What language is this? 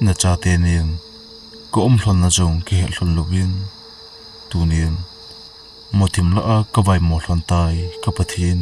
Thado Chin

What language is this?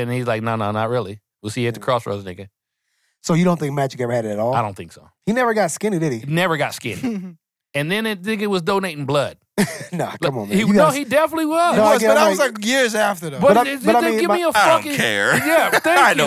English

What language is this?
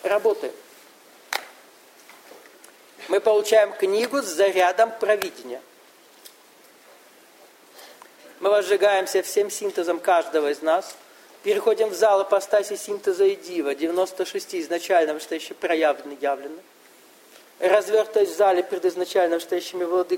Russian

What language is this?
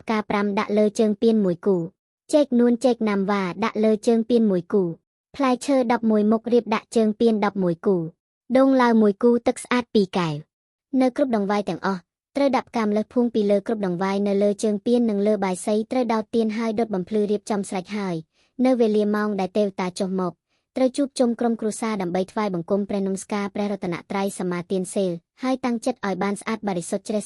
Khmer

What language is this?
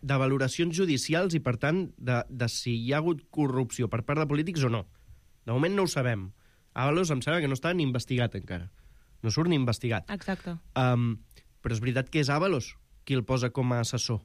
Catalan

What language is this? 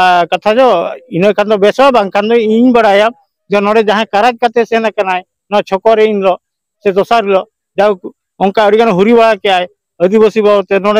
Santali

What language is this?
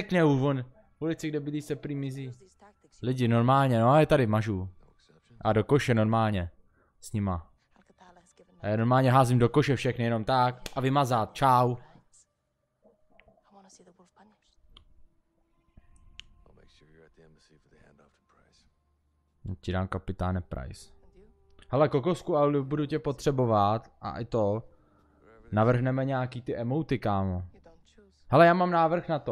Czech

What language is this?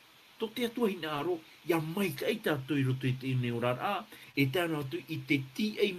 Tahitian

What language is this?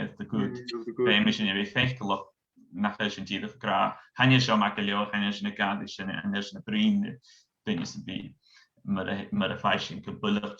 Scottish Gaelic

